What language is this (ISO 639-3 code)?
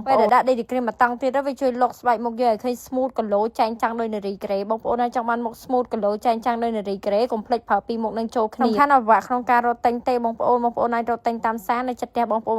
khm